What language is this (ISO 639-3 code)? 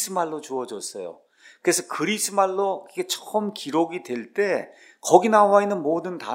kor